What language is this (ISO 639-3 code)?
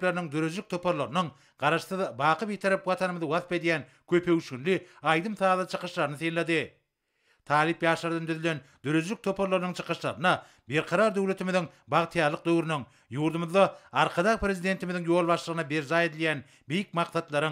tuk